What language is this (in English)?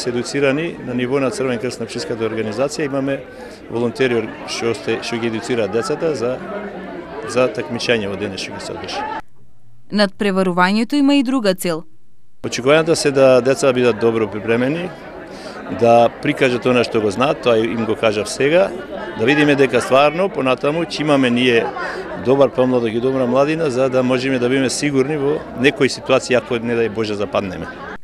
Macedonian